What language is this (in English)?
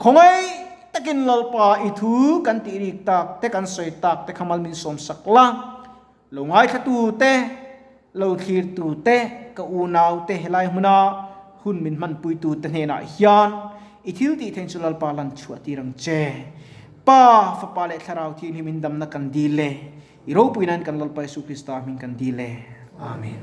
Mizo